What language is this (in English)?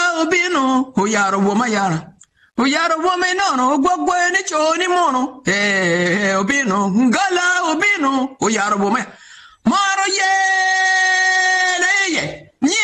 Acoli